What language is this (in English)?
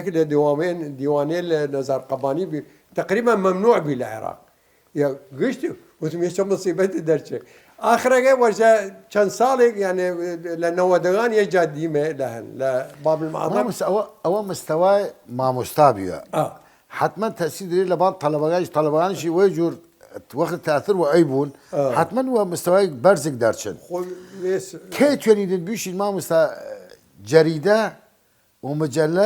Southern Kurdish